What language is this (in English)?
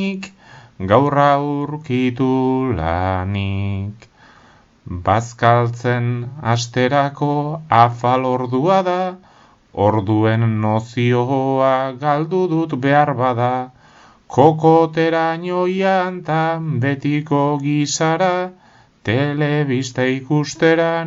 Basque